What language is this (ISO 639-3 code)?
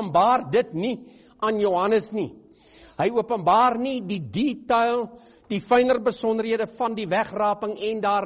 afr